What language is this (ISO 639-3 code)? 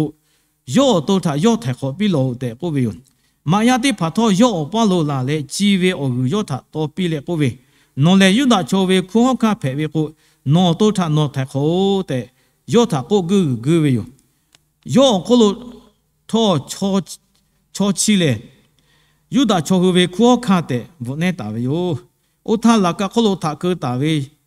lhu